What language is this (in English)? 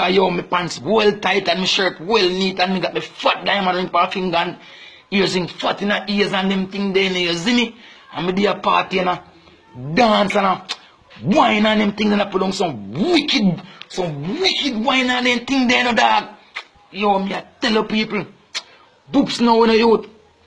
Jamaican Creole English